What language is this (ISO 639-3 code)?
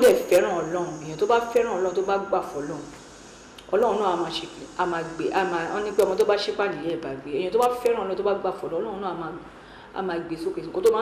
yor